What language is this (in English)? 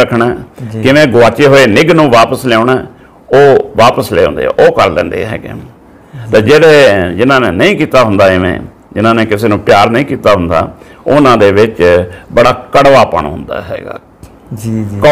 Punjabi